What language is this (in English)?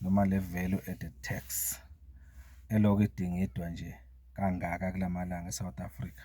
Zulu